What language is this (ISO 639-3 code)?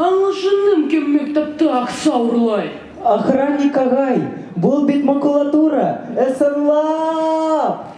bak